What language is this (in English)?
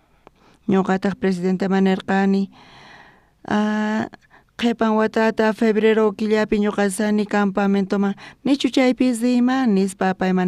South Bolivian Quechua